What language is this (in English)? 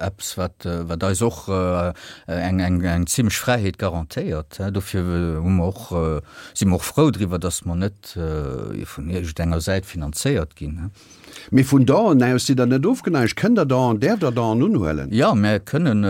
Luxembourgish